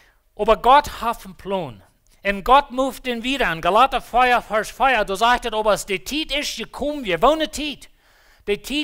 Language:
Plautdietsch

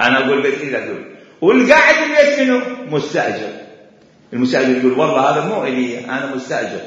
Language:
Mesopotamian Arabic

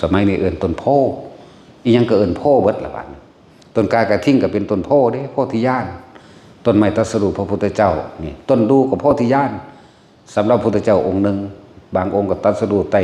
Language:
Northeastern Thai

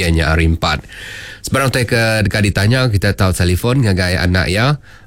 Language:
Iban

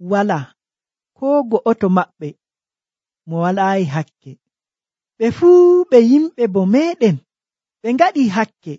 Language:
Nigerian Fulfulde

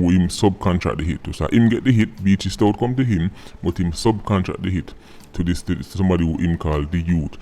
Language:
Jamaican Creole English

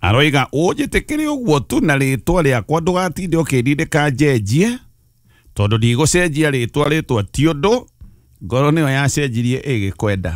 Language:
Kikuyu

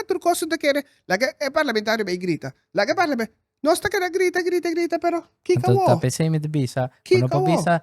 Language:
Papiamento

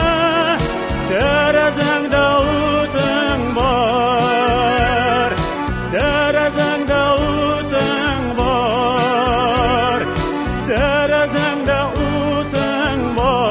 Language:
Tatar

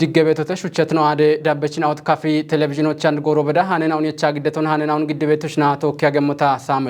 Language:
Kafa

